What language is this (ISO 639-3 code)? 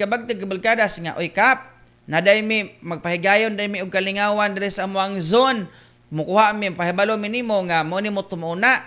ceb